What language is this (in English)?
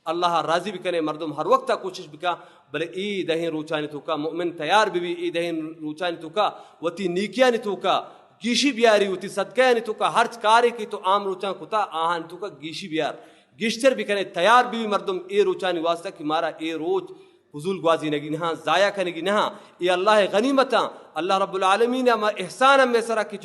Baluchi